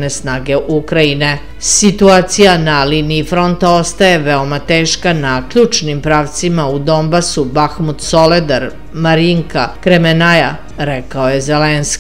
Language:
Serbian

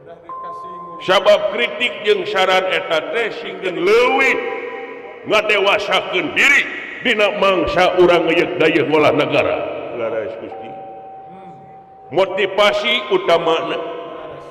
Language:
Sundanese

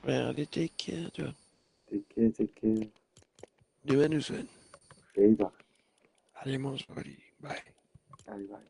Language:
Morisyen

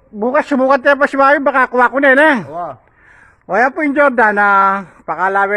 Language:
Pampanga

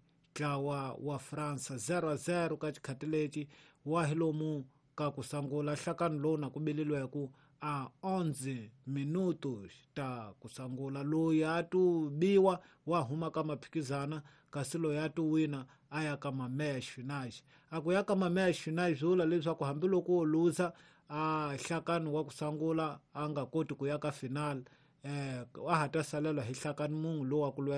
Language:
Tsonga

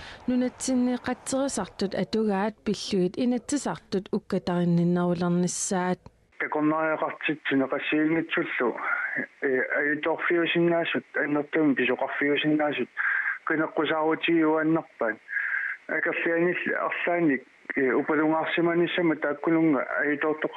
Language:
Kalaallisut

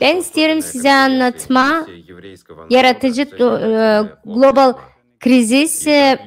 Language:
Gagauz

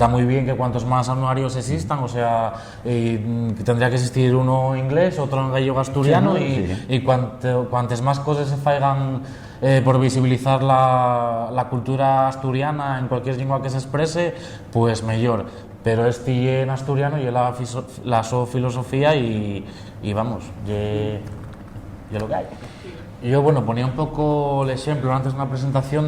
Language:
Asturian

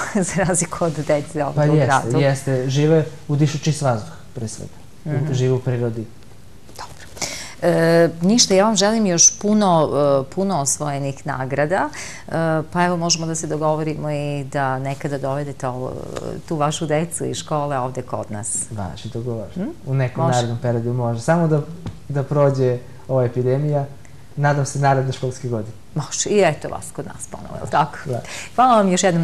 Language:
Serbian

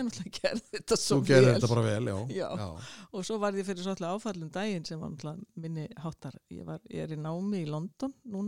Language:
Icelandic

